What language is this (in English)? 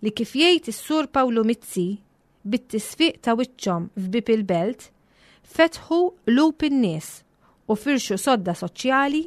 Maltese